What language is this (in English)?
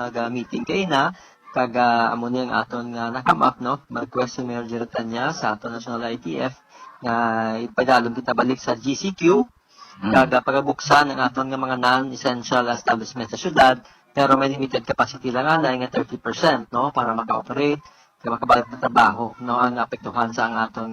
Hiligaynon